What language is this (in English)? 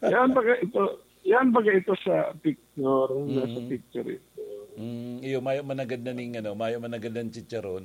Bikol